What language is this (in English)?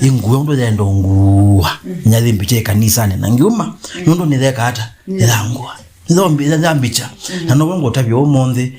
Kamba